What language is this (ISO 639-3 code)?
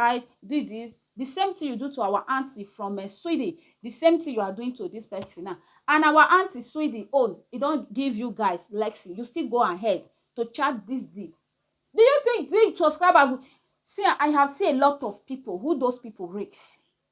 pcm